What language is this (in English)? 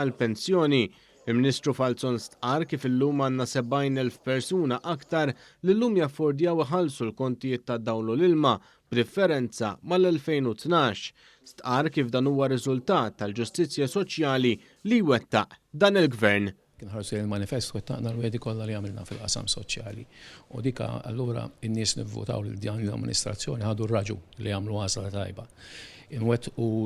Maltese